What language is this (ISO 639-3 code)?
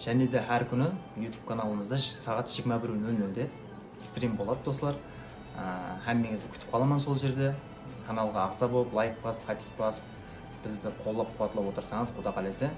kaa